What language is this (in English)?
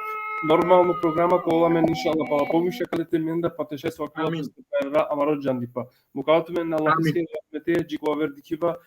Balkan Romani